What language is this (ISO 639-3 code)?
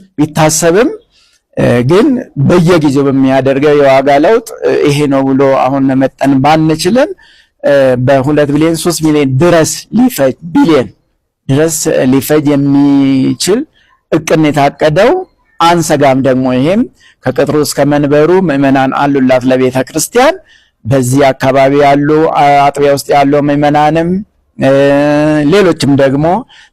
amh